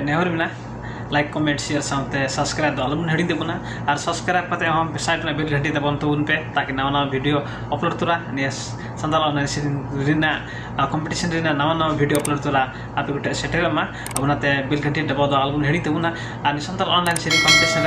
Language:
Santali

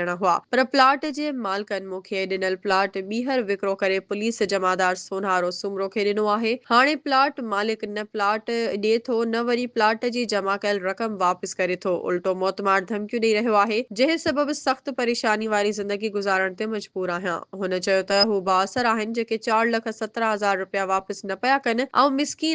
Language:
Sindhi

